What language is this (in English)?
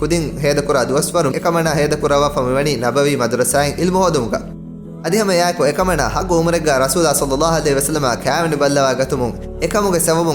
Divehi